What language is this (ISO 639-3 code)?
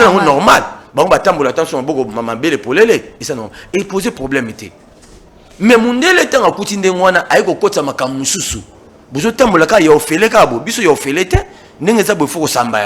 lin